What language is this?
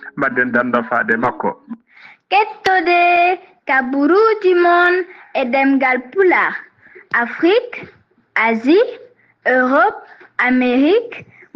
Fula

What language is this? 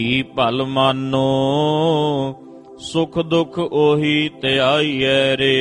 Punjabi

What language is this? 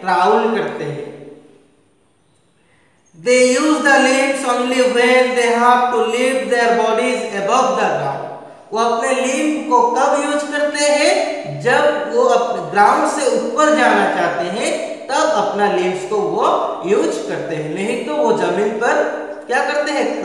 Hindi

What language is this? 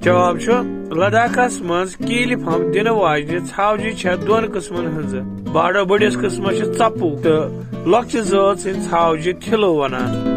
Kashmiri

